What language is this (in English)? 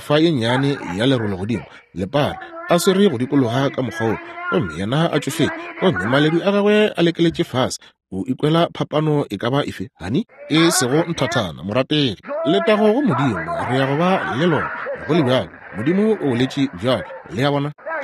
Northern Sotho